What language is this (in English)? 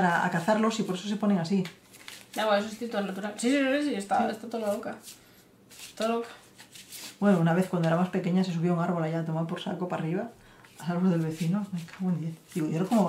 Spanish